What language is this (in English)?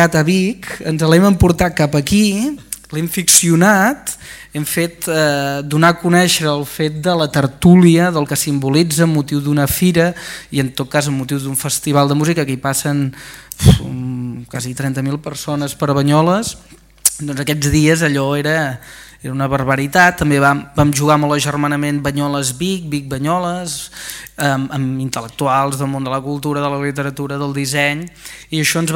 Catalan